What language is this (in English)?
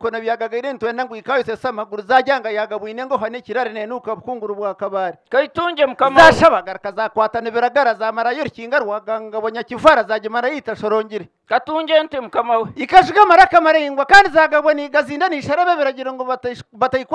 Nyankole